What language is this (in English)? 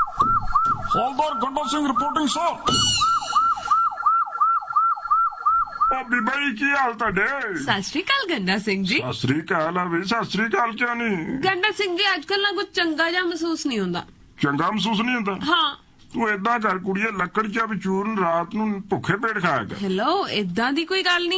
Punjabi